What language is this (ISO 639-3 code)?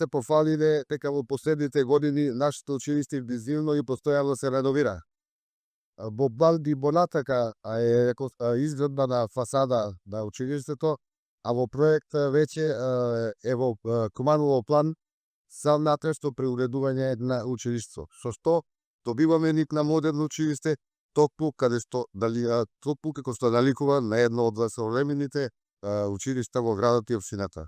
mkd